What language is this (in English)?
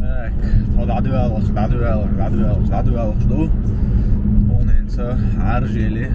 Chechen